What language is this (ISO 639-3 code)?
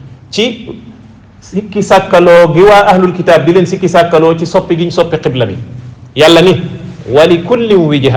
wol